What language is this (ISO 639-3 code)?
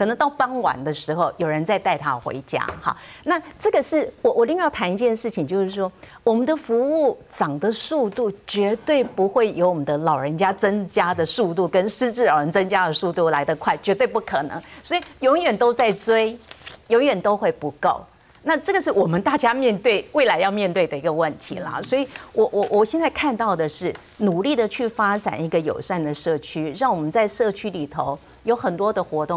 zho